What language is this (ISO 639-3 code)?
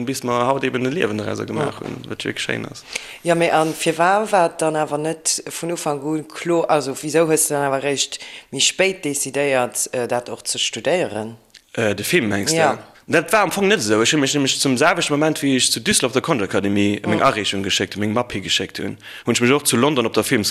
ltz